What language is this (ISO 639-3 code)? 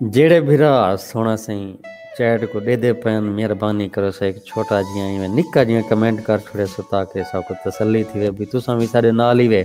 skr